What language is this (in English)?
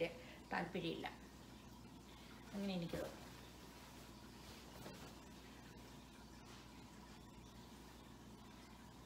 Malayalam